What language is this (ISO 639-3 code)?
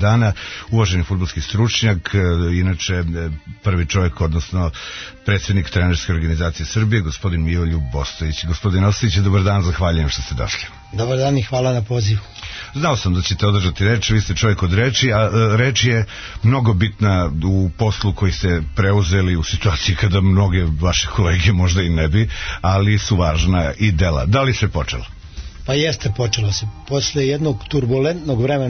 srp